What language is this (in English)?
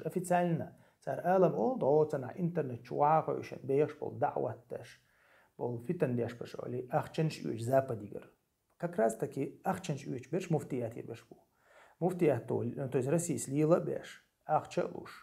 Chechen